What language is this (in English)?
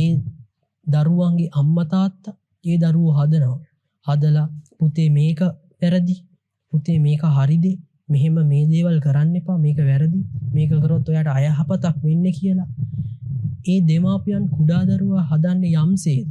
Sinhala